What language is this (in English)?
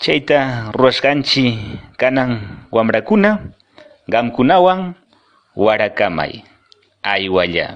Quechua